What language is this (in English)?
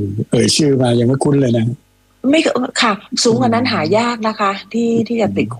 Thai